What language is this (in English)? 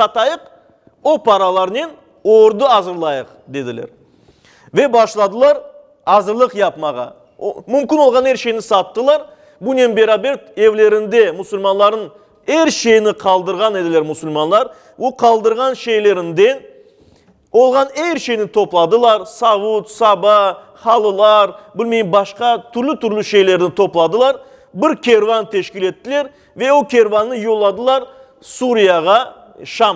Crimean Tatar